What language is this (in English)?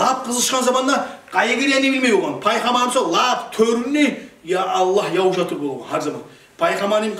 Kumyk